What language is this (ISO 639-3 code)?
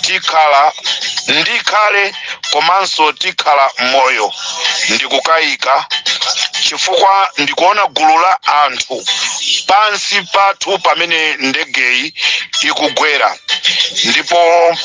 nya